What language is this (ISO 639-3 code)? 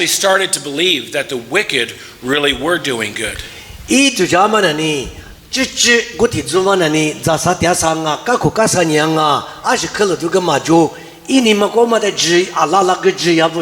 lis